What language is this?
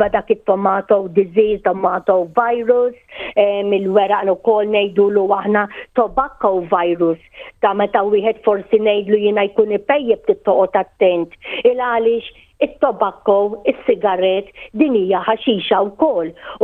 Maltese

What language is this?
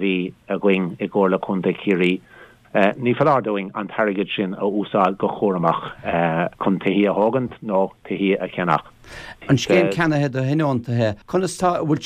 Irish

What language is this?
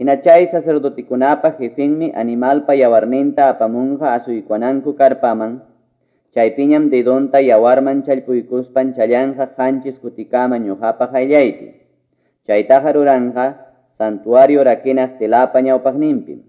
Quechua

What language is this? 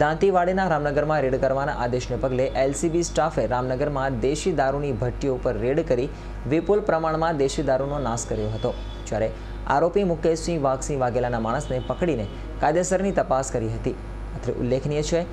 Gujarati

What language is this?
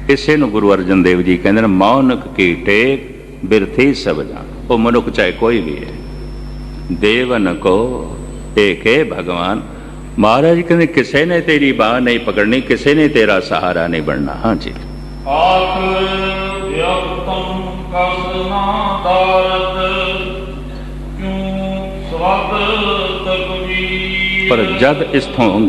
Punjabi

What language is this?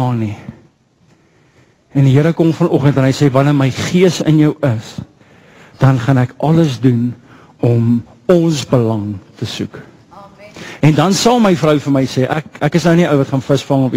Afrikaans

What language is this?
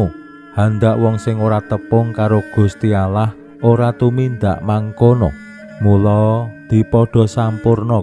Javanese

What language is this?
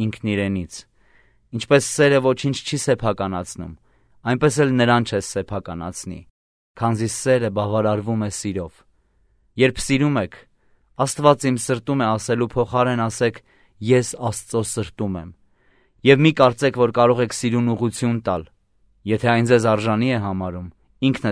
Armenian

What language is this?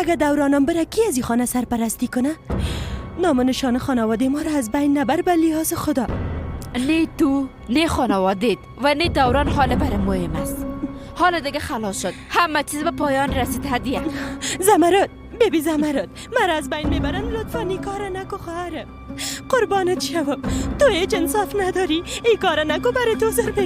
Persian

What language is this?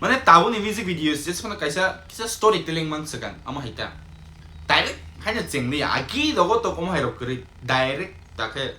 Kok Borok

